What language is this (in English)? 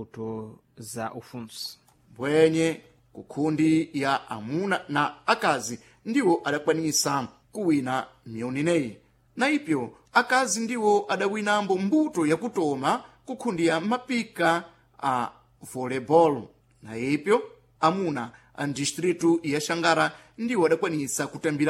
Sena